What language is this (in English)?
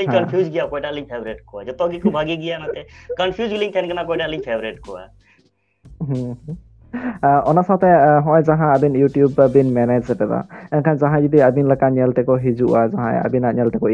Santali